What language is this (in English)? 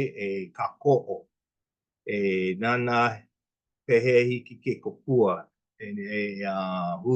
Hawaiian